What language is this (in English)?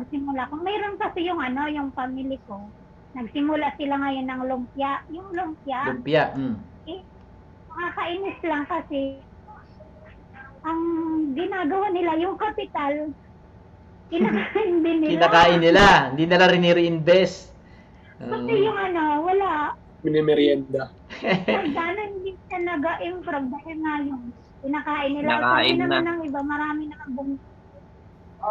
Filipino